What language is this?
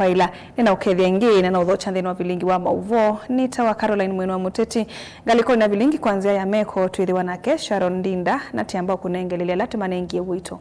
Kamba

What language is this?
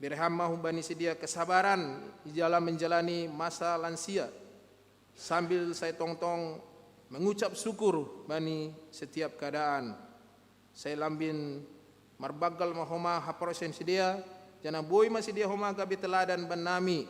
Batak Simalungun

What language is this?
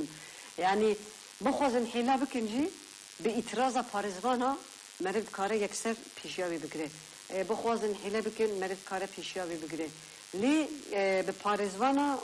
Kurdish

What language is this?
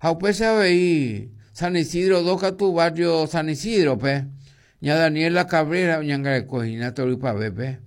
Guarani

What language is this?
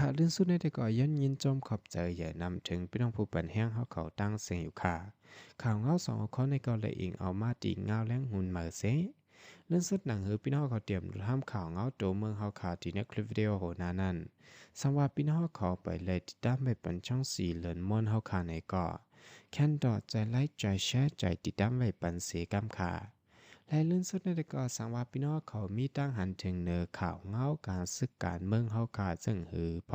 Shan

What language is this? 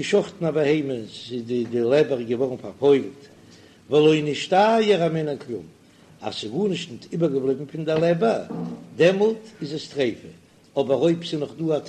Yiddish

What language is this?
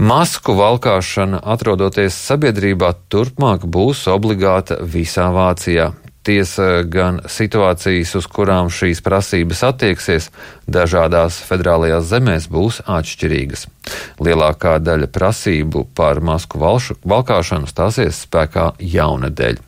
Latvian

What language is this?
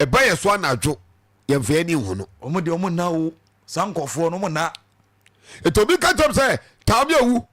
Akan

